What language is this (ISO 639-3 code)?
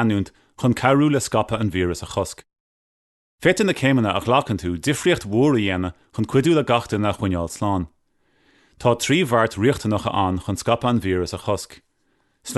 gle